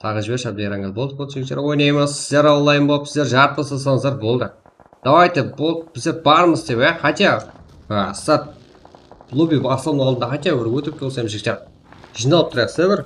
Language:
Kara-Kalpak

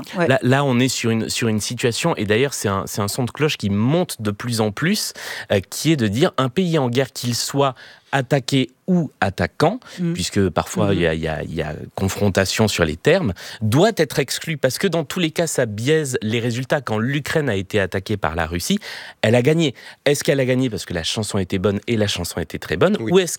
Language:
French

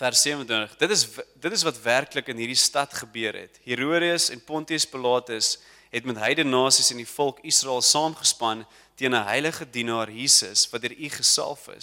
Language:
Afrikaans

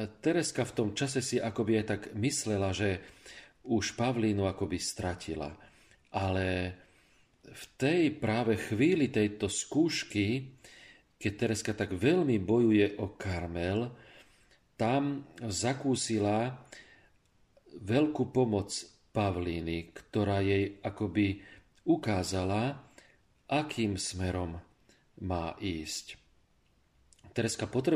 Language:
Slovak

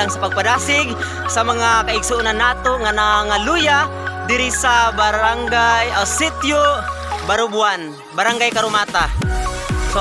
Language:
Cebuano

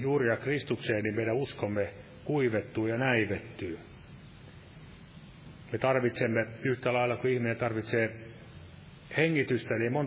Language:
Finnish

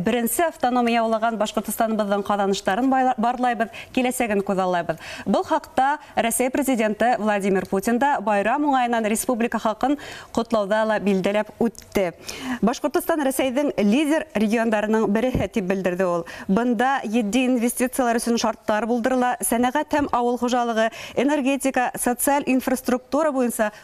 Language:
Bashkir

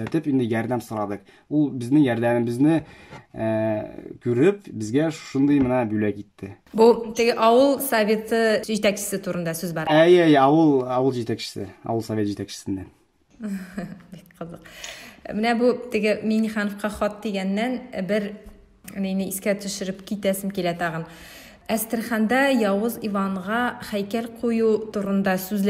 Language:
Tatar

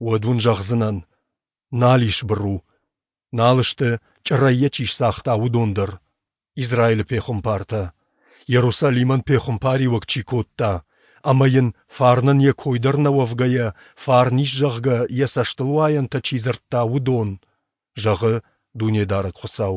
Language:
Ossetic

